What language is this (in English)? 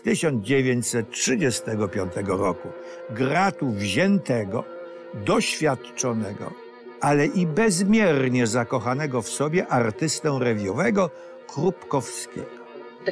Polish